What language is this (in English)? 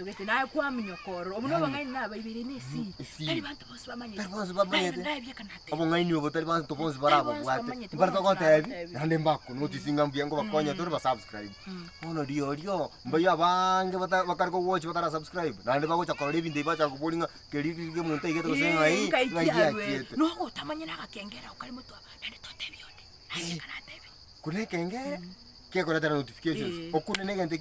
Gusii